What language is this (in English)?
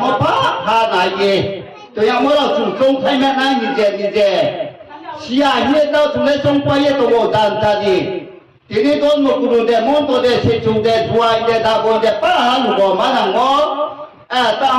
Riang (India)